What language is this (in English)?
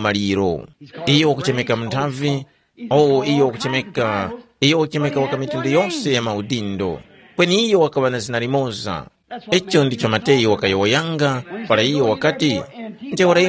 Tumbuka